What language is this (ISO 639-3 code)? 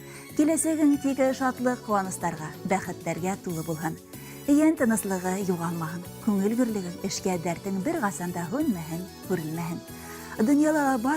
bak